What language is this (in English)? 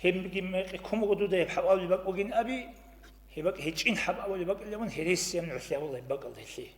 Avaric